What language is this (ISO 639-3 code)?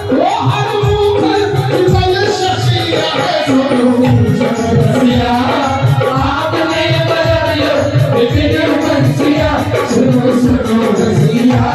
mai